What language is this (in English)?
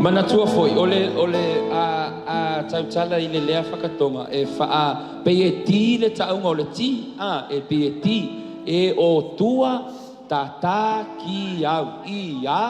Samoan